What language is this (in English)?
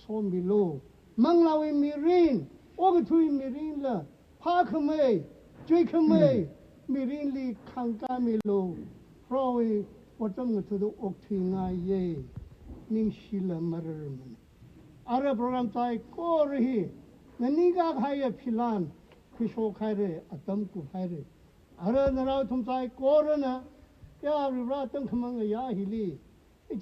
Tangkhul Naga (India)